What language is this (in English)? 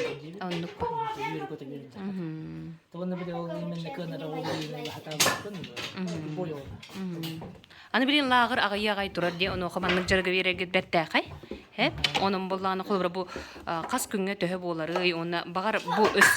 Yakut